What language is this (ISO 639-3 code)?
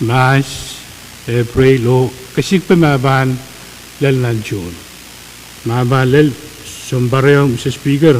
pon